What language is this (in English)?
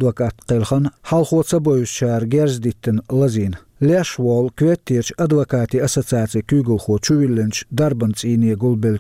Chechen